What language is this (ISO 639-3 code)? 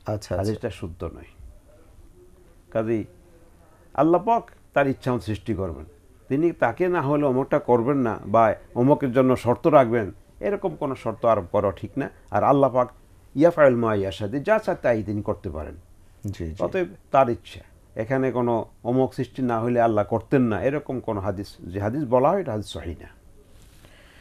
ben